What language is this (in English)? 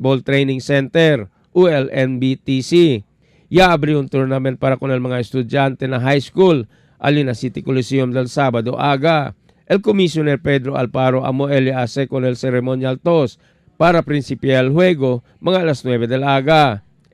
Chavacano